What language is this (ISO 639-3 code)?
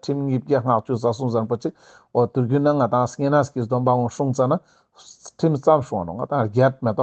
lbj